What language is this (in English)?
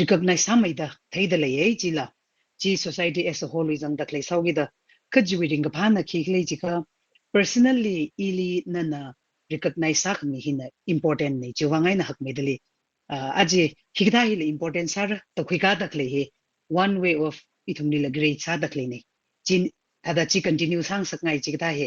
Tangkhul Naga (India)